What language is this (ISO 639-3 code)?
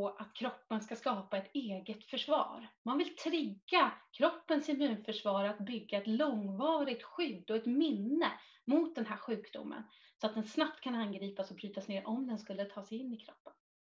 swe